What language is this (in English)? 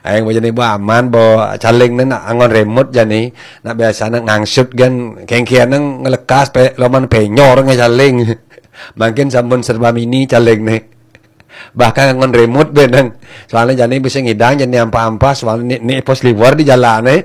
Balinese